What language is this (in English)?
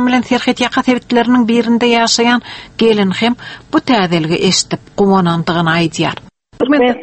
Turkmen